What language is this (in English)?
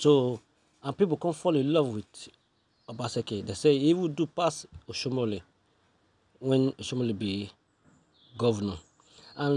Nigerian Pidgin